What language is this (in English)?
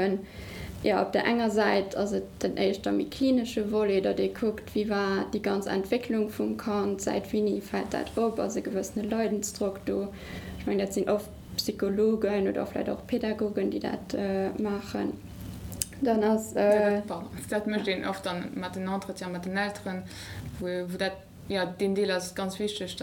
Luxembourgish